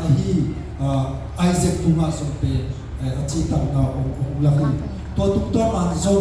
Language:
Tedim Chin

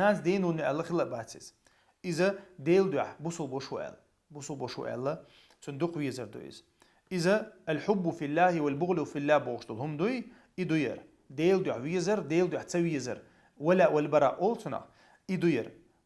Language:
Chechen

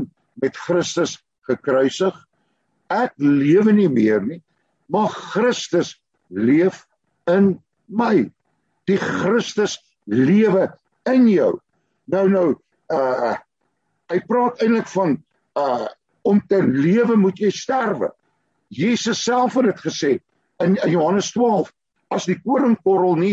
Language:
Afrikaans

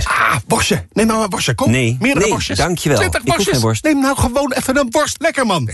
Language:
Dutch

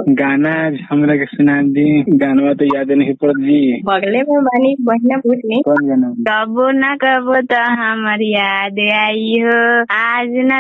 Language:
Bhojpuri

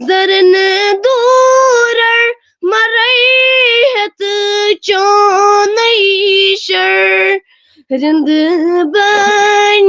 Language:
Kashmiri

